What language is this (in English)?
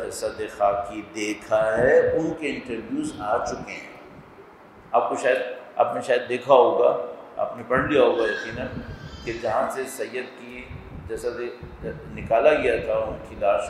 Urdu